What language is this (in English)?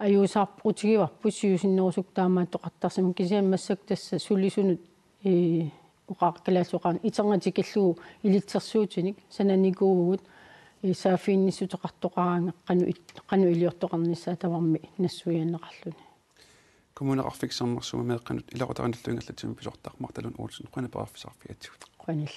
Kalaallisut